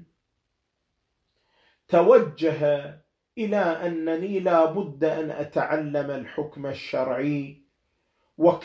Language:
Arabic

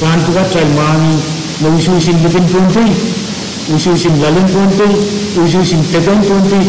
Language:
Pohnpeian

